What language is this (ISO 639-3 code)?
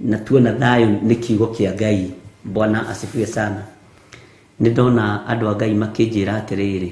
kik